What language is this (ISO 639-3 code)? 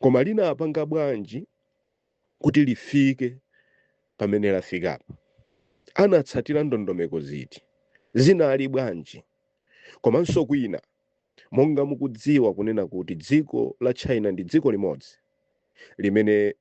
nya